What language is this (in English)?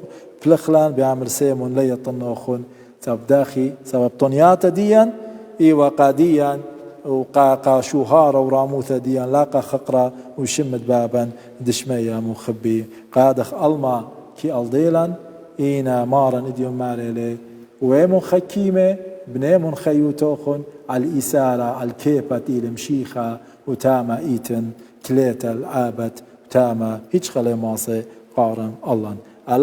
Assyrian Neo-Aramaic